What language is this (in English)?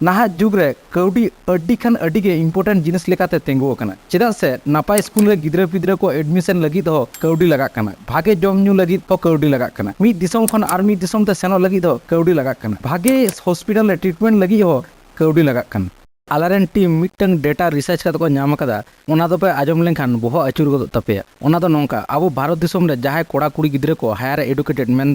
Santali